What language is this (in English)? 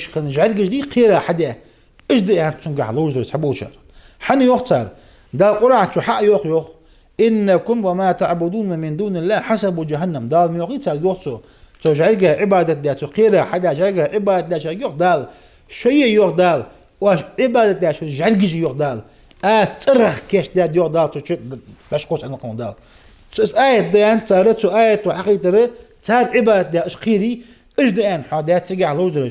Ingush